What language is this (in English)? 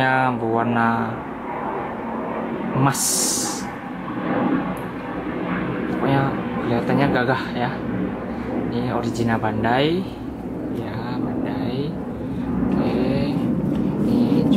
Indonesian